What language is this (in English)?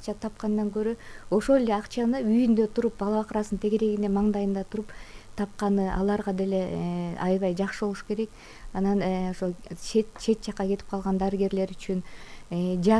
Kyrgyz